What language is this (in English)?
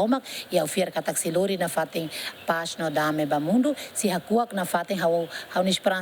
Tetum